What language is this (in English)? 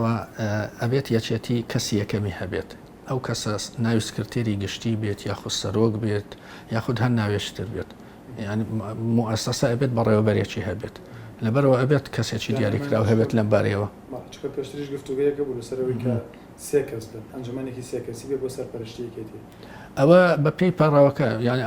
Central Kurdish